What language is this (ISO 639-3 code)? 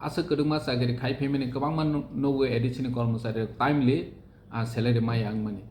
trp